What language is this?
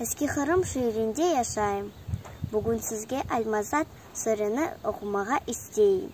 Crimean Tatar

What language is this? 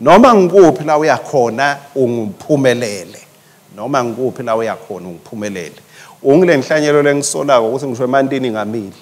Swati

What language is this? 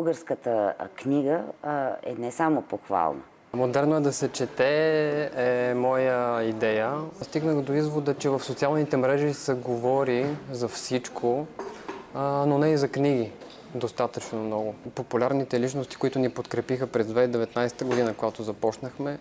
Bulgarian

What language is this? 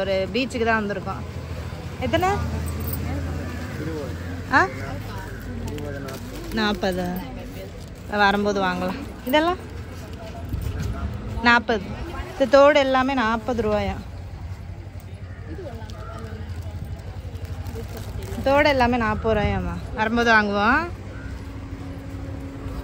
Tamil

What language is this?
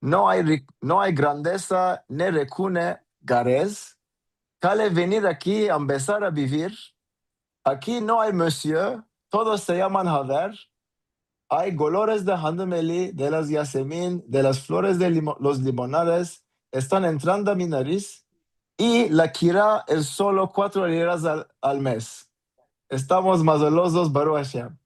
Ladino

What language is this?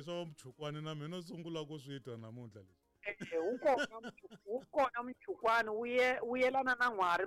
Tsonga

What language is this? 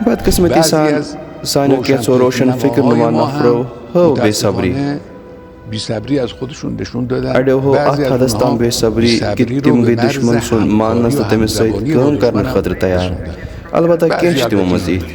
Kashmiri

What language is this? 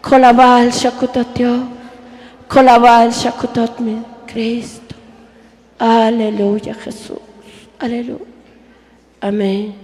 Tzotzil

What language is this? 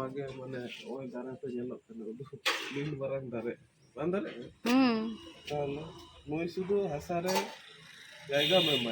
Santali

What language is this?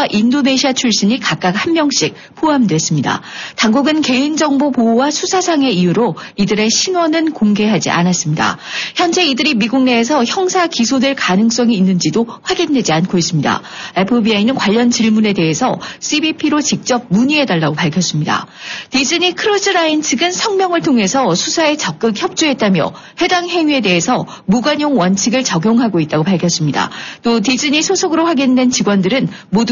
Korean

